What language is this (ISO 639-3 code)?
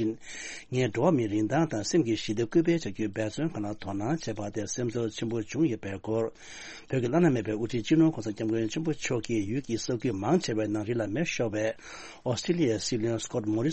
bod